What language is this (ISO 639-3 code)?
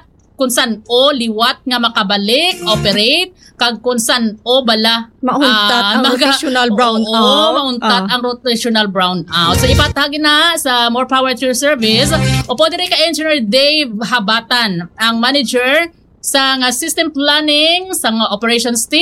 hil